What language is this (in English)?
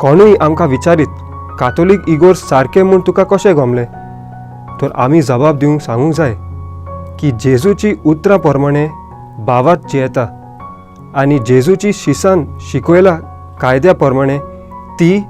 Konkani